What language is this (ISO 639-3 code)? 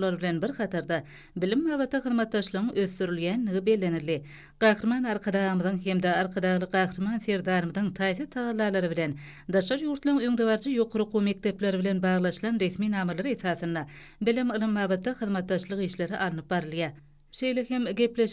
tuk